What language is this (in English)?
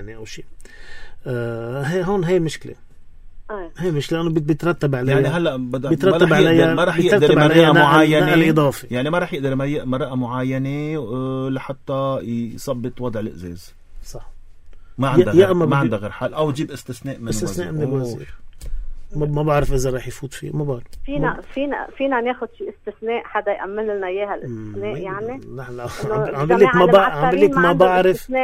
North Levantine Arabic